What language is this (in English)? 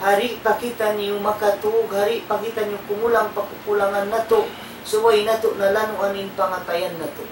Tausug